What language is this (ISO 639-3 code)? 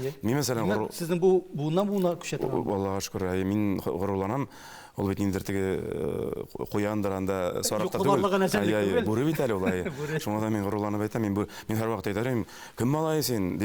tat